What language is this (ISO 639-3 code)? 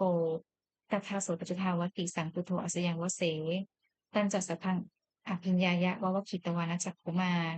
pli